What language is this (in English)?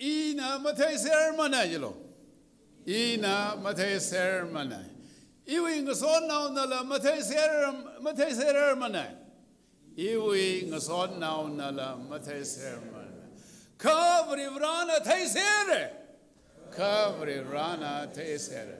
Tangkhul Naga (India)